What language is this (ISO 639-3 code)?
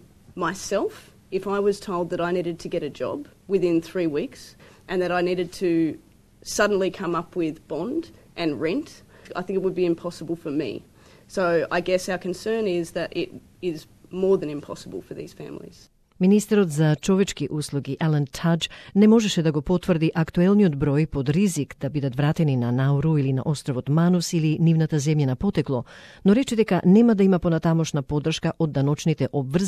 mkd